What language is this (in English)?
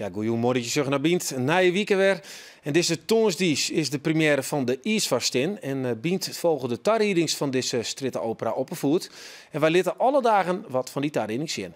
Western Frisian